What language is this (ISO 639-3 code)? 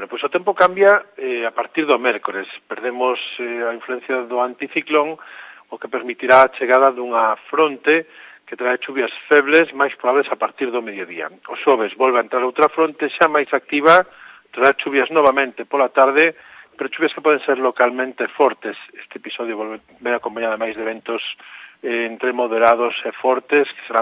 glg